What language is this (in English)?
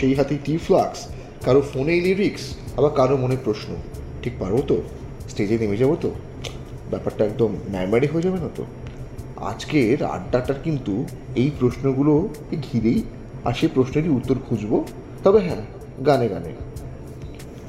Bangla